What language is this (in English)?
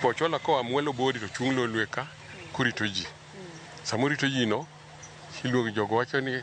Luo (Kenya and Tanzania)